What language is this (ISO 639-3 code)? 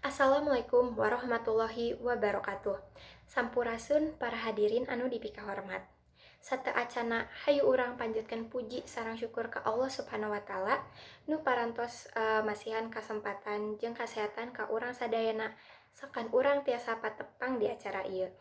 sun